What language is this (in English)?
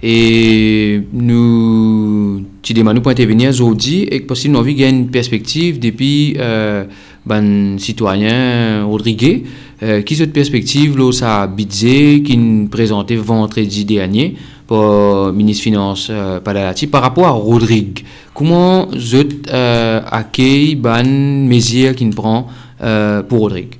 Morisyen